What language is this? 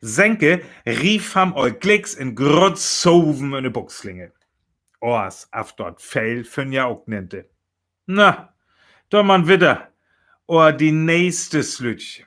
Northern Frisian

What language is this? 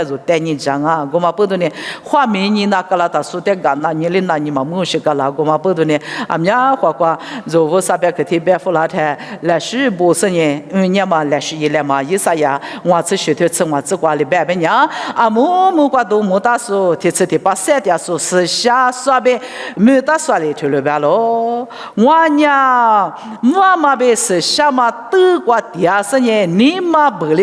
Lisu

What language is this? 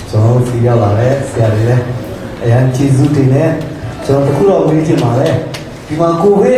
Falam Chin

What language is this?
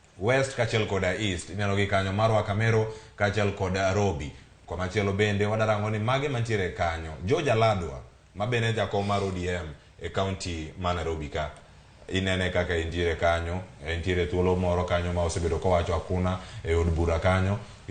Luo (Kenya and Tanzania)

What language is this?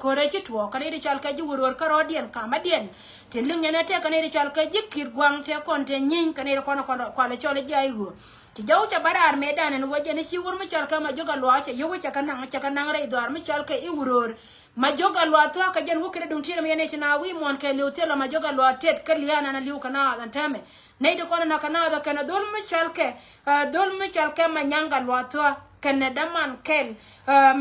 Nuer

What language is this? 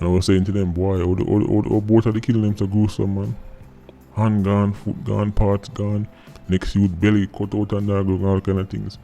Jamaican Creole English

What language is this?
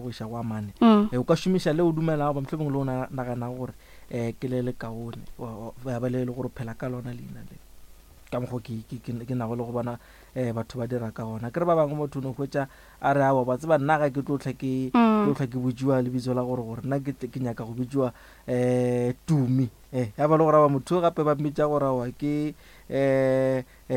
Northern Sotho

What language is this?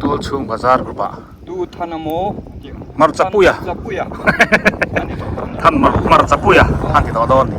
Biete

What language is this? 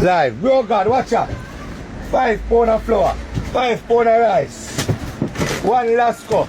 Jamaican Creole English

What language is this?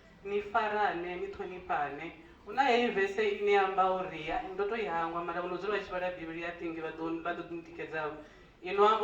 Venda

